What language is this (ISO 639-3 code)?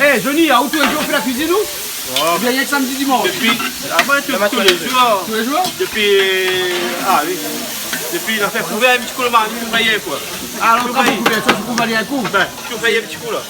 rcf